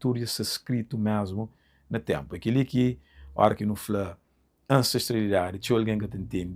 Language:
Kabuverdianu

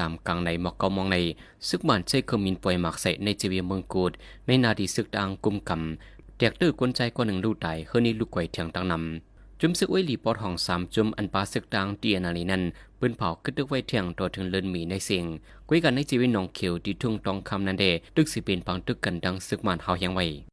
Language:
Shan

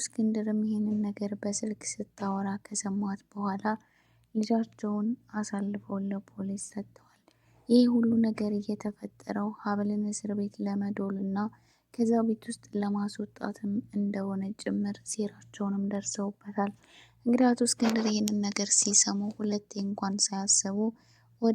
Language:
Amharic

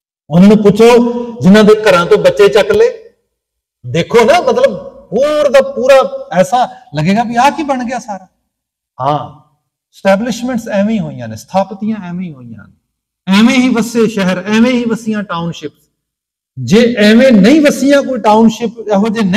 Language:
Punjabi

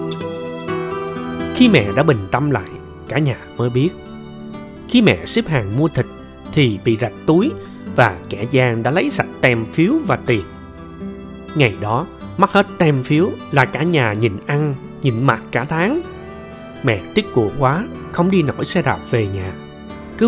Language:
Vietnamese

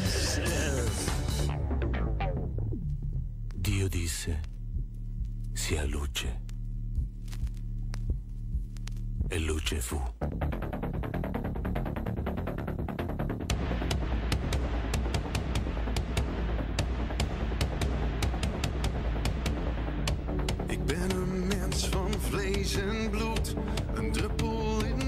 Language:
Dutch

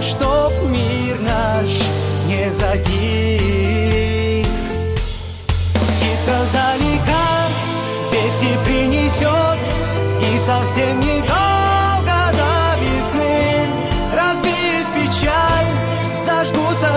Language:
Russian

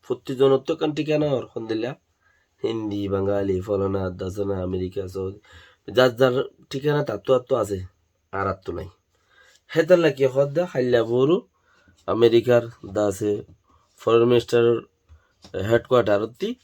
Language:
Rohingya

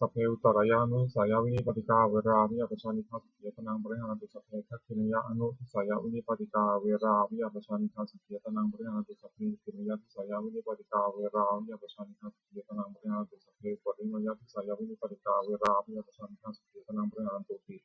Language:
Pali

